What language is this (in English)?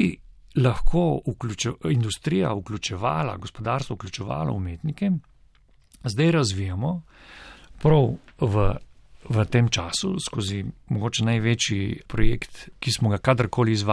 Slovenian